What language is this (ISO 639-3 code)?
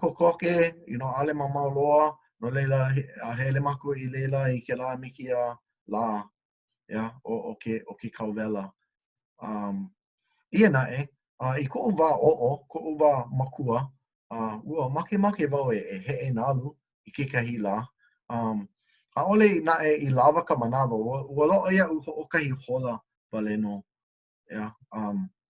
haw